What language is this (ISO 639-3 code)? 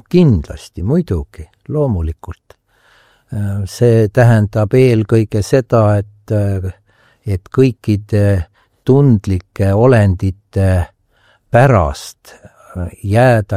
est